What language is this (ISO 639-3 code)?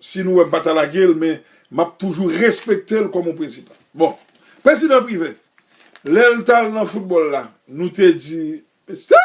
hat